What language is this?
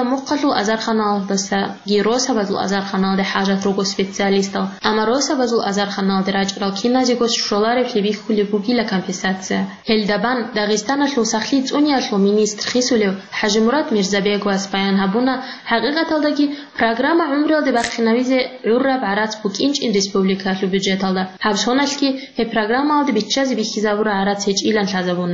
Avaric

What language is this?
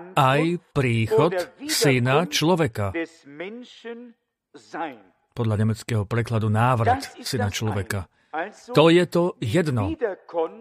Slovak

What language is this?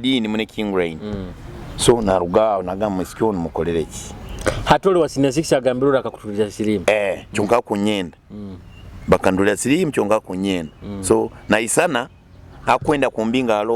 Nyoro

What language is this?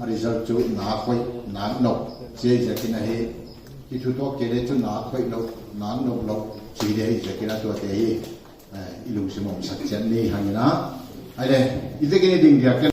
Paite Chin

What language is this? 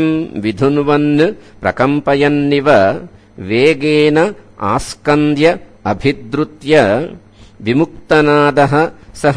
Sanskrit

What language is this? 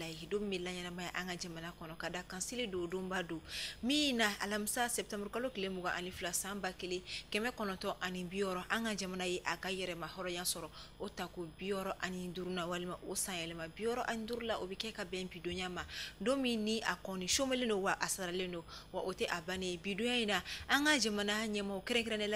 Bambara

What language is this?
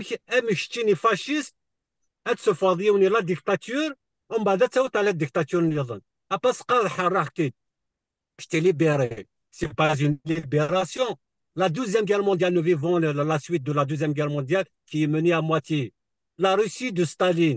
Kabyle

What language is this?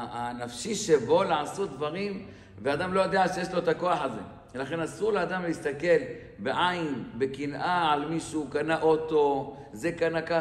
Hebrew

